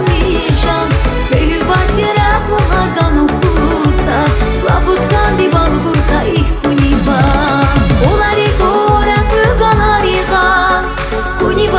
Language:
Tabassaran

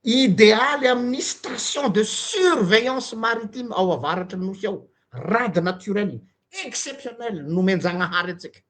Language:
Malagasy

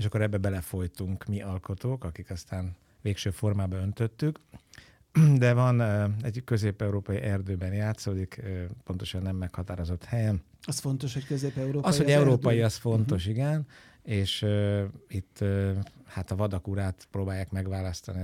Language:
Hungarian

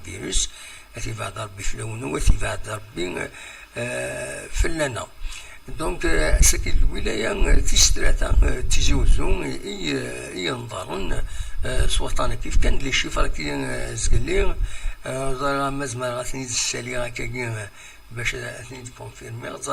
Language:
Kabyle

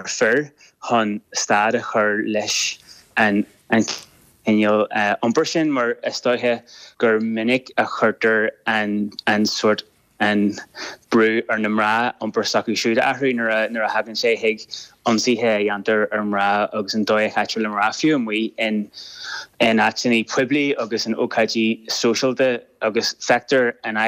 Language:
Irish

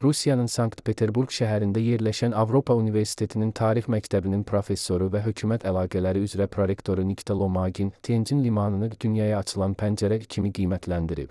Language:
Azerbaijani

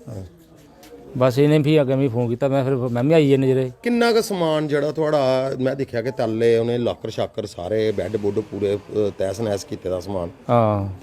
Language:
Dogri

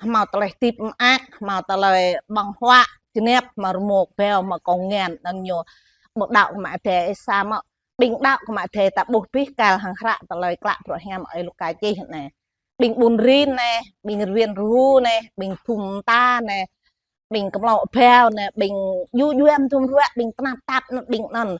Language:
Jarai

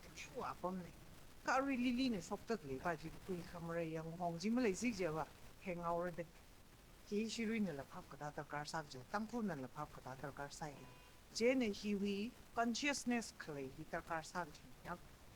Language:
Tangkhul Naga (India)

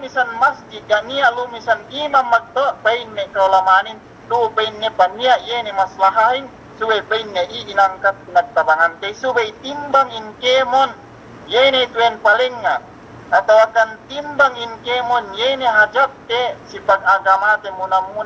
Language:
Yakan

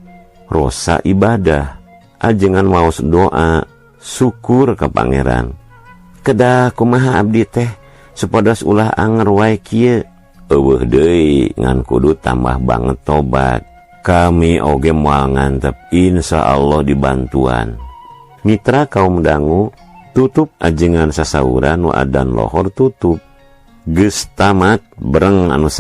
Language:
Sundanese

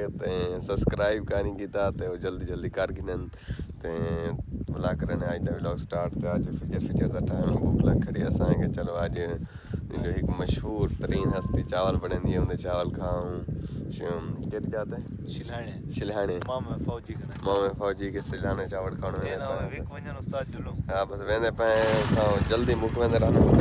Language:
Saraiki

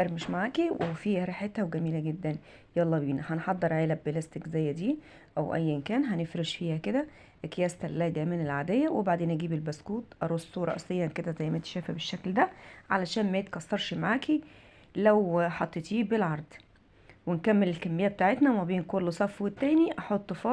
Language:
Egyptian Arabic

